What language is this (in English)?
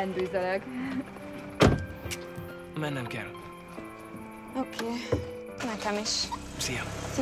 Hungarian